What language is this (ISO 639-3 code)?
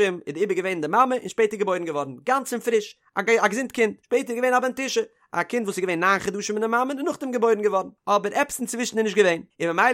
yid